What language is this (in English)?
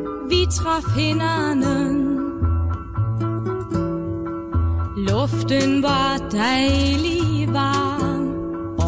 Danish